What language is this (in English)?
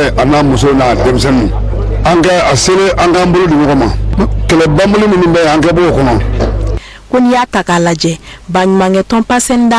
Bambara